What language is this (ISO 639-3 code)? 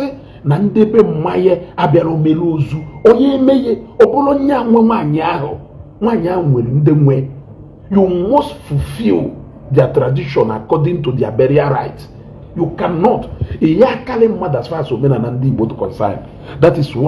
ibo